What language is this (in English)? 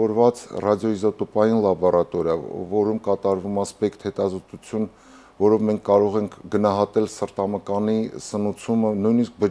Armenian